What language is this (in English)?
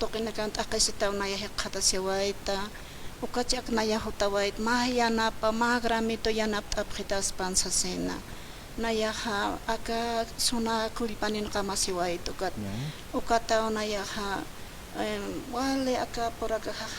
Aymara